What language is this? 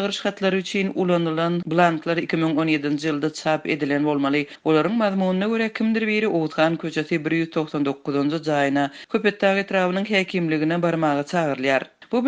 Turkmen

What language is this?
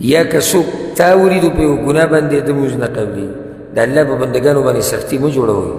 Pashto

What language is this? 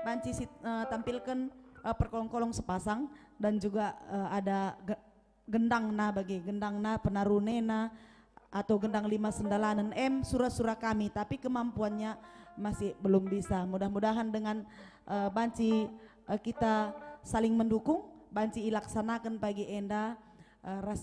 Batak Karo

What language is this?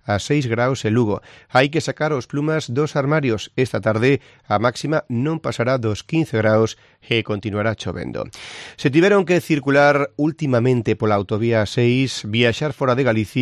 Galician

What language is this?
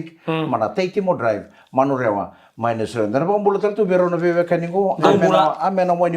Fijian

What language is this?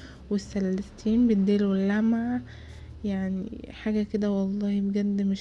Egyptian Arabic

